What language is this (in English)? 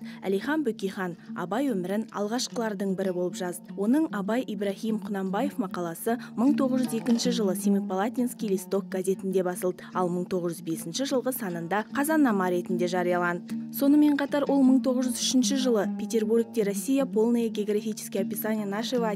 Kazakh